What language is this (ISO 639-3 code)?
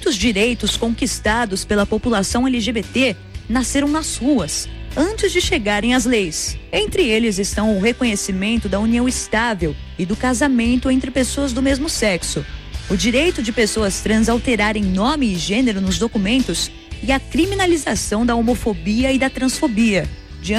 por